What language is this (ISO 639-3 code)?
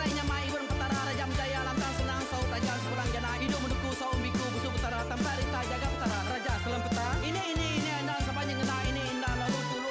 iba